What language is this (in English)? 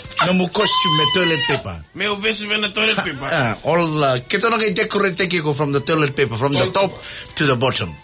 Fijian